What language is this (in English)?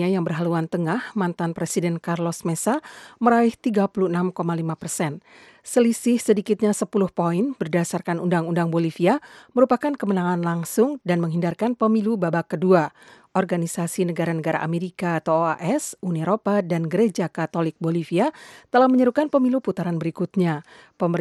Indonesian